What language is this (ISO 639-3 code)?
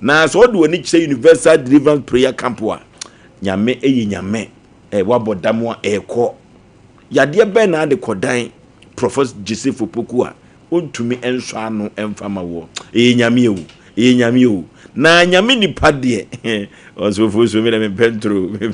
aka